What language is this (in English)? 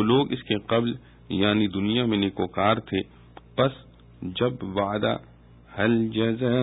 Urdu